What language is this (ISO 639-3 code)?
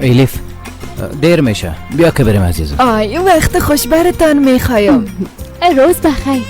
fas